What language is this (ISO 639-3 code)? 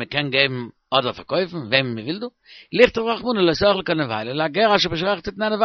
yid